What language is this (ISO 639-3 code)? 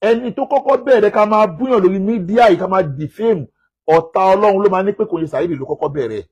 yor